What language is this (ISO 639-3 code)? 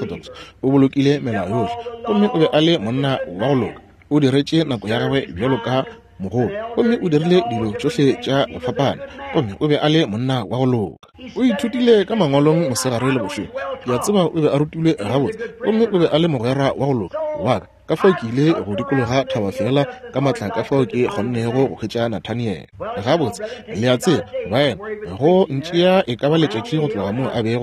nso